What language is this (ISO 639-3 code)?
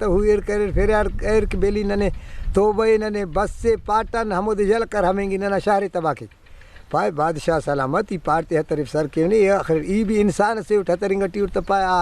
brh